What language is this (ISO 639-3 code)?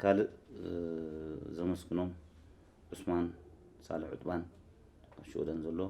tir